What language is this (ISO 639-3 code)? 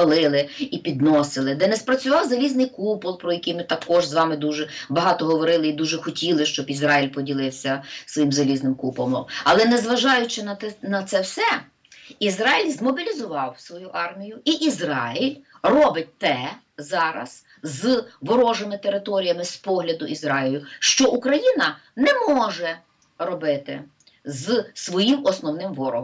ukr